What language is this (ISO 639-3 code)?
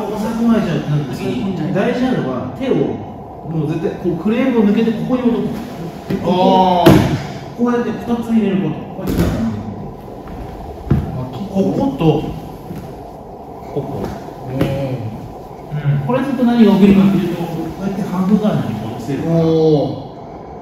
jpn